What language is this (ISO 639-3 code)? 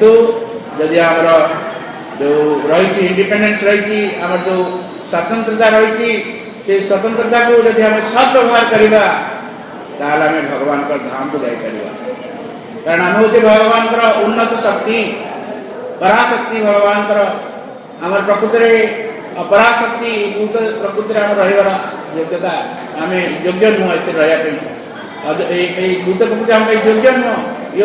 ori